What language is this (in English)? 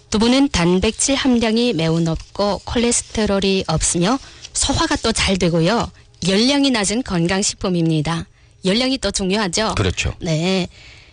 Korean